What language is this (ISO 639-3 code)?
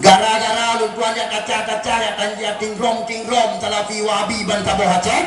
ace